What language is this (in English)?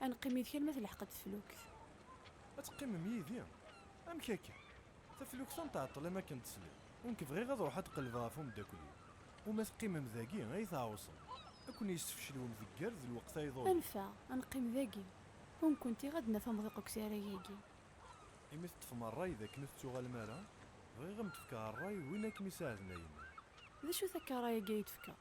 Kabyle